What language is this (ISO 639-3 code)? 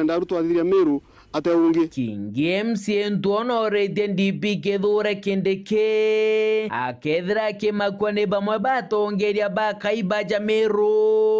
mer